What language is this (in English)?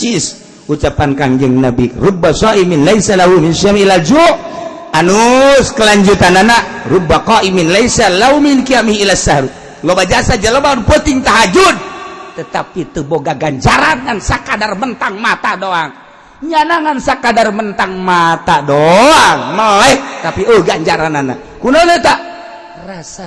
Sundanese